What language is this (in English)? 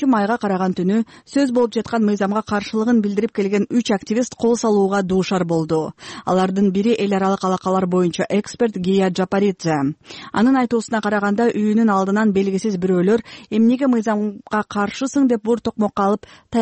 Kyrgyz